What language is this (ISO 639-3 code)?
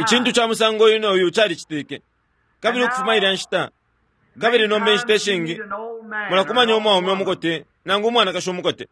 bem